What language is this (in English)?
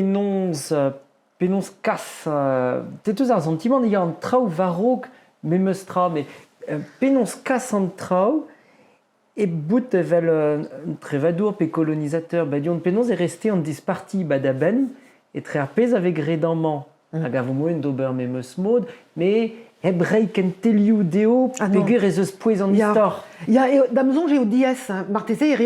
Breton